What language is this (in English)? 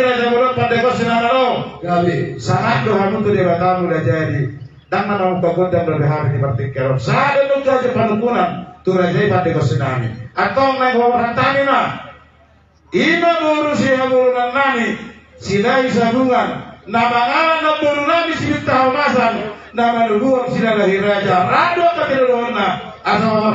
Batak Toba